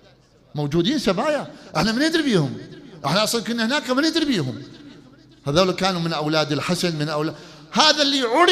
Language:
Mesopotamian Arabic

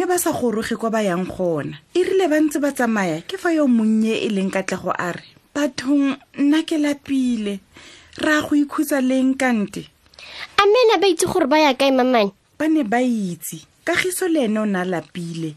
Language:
Tswana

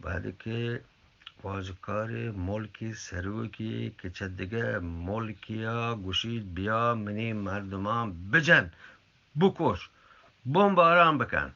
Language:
Eastern Balochi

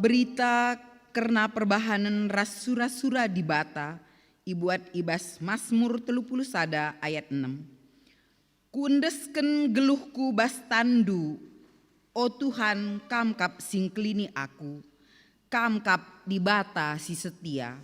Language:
Batak Karo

